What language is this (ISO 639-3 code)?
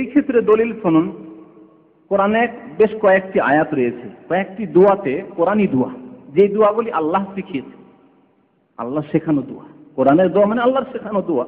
ben